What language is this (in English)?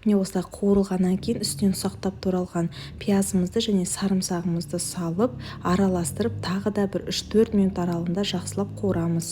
Kazakh